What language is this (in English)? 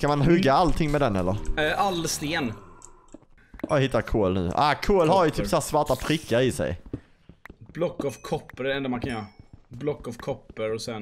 Swedish